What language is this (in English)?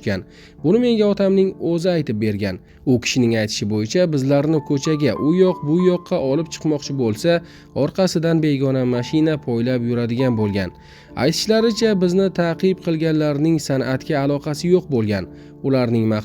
Uzbek